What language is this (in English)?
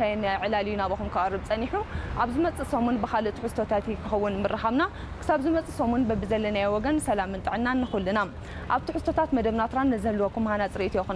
Tigrinya